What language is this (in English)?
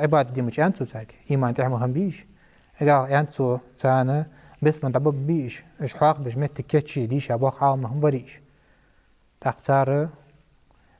Ingush